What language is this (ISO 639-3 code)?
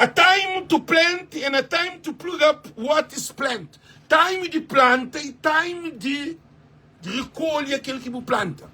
kea